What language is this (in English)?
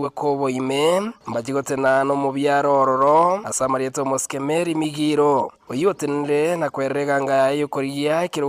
Gusii